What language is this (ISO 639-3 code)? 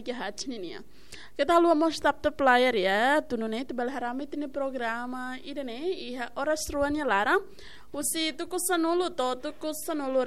tet